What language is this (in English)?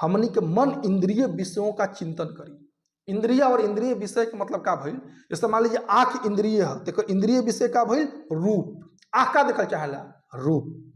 Bhojpuri